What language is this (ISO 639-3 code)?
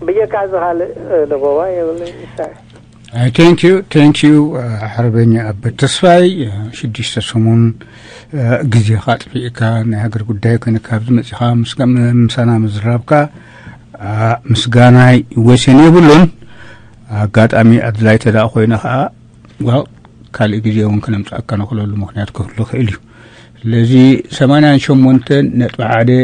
tir